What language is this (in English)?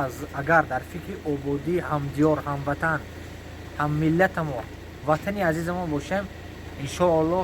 Tajik